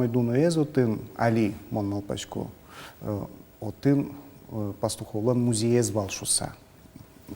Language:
Udmurt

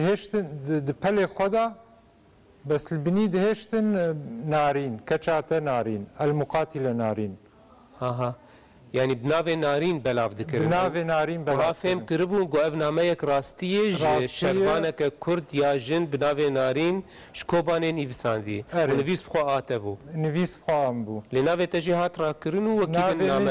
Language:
Kurdish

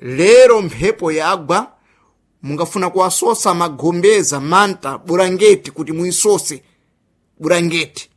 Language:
Sena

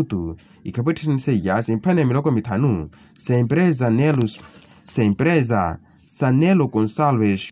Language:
Makhuwa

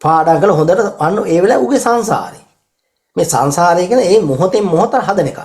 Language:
Sinhala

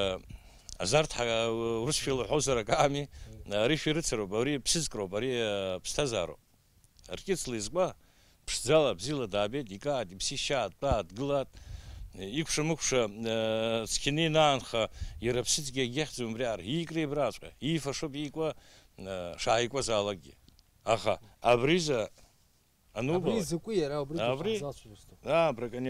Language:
Abkhazian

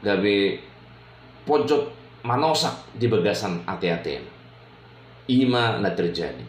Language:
Batak Toba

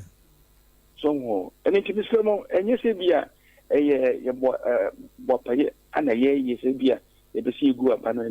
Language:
Akan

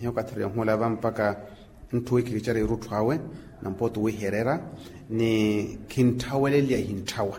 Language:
Makhuwa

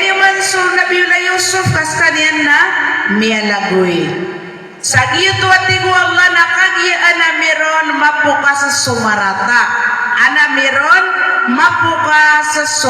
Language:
Maranao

